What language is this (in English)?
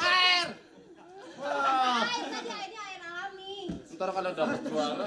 Betawi